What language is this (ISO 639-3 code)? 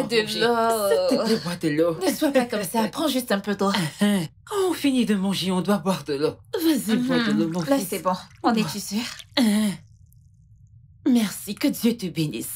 fra